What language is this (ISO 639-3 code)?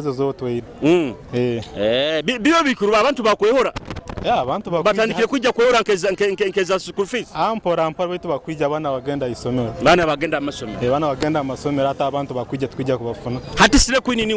nyo